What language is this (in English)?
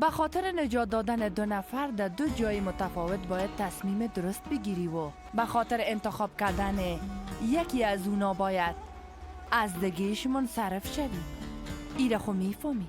Persian